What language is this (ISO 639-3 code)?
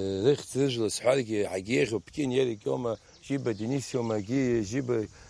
abk